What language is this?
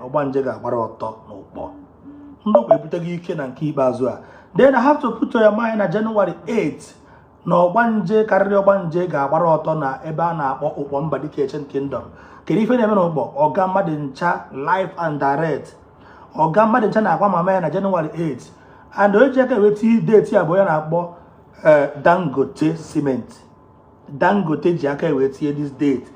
Igbo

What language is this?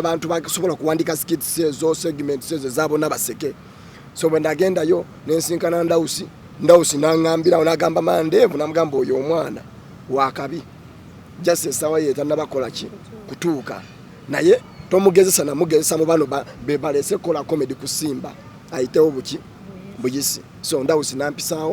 Ganda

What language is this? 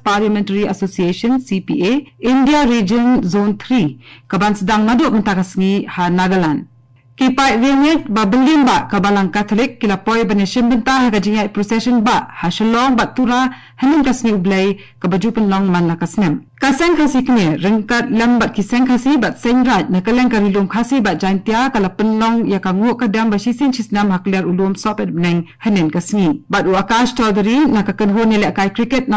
Khasi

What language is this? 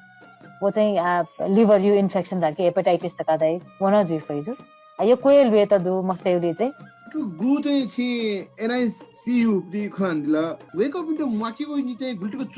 Newari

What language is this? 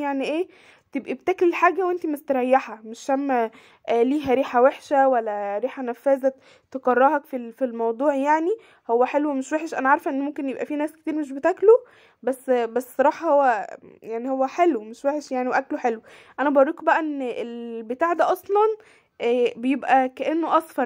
Egyptian Arabic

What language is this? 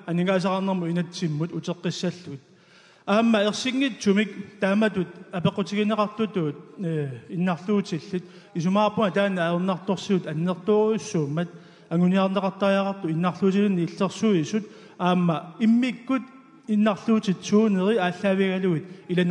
Kalaallisut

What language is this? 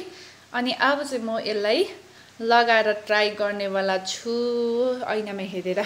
Nepali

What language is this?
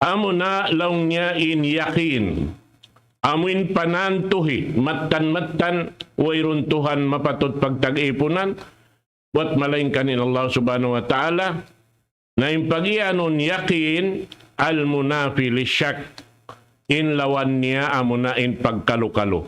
Tausug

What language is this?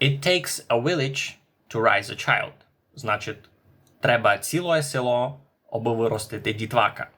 Rusyn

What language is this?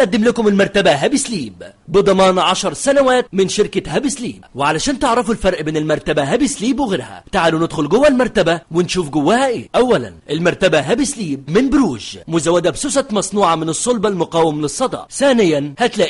Egyptian Arabic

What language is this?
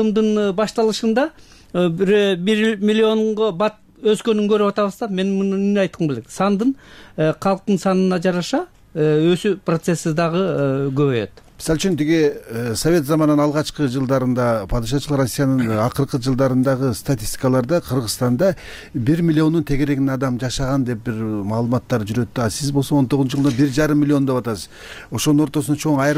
Kyrgyz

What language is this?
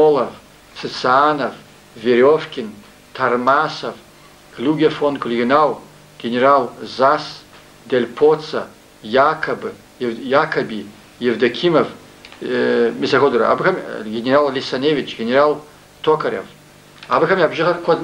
Kabardian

